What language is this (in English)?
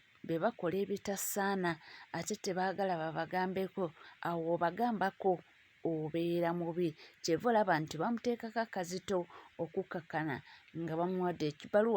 Ganda